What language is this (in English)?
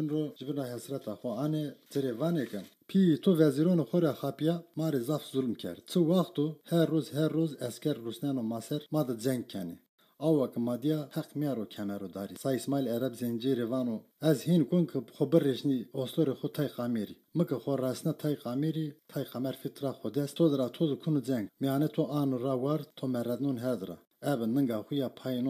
Zaza